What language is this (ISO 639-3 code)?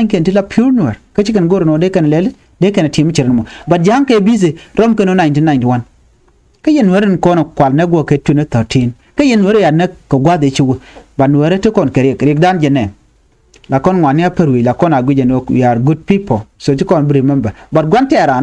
nus